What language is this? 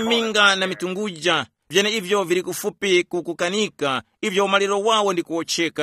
Tumbuka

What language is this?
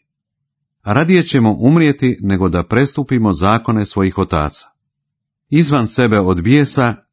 Croatian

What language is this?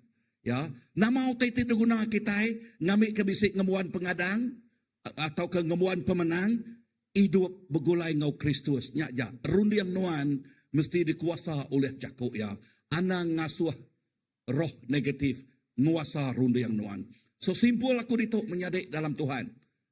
Iban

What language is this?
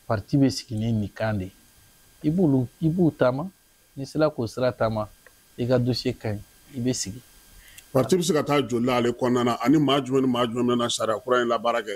Bambara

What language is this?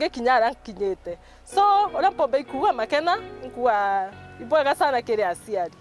Meru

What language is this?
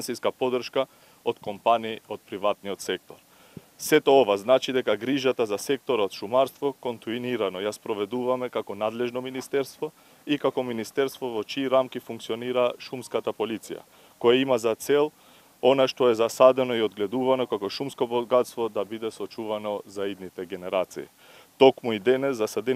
Macedonian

